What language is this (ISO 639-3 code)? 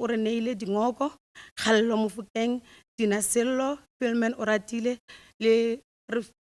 tsn